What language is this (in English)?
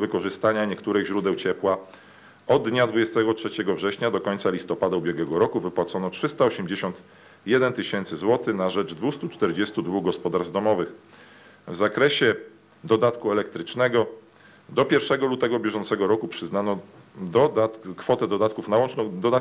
Polish